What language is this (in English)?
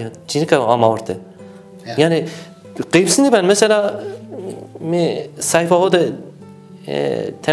Zaza